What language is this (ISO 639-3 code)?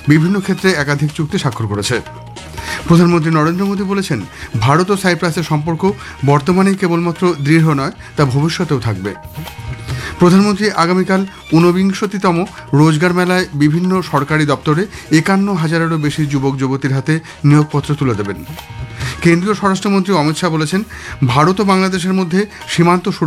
ben